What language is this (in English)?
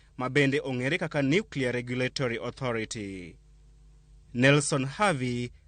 Luo (Kenya and Tanzania)